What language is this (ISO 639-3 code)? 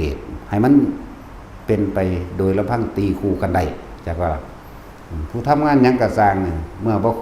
lao